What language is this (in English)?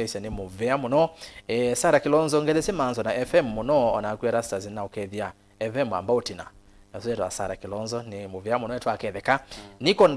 Kamba